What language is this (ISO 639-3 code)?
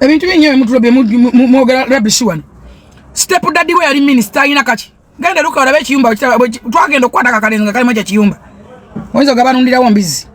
lug